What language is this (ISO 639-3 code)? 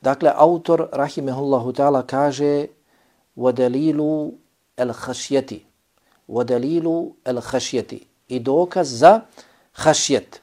bos